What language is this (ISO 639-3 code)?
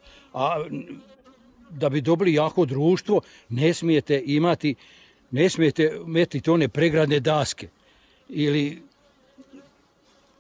hrv